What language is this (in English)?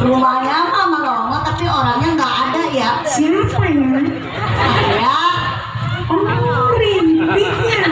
Betawi